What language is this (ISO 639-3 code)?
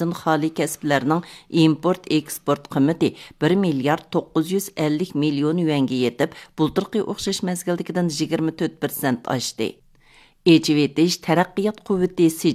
uig